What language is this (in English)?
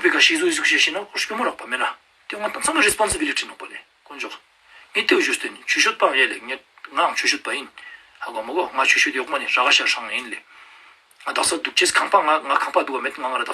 Ladakhi